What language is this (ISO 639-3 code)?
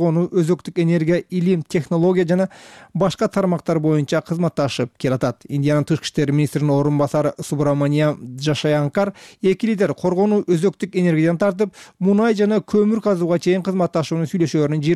kir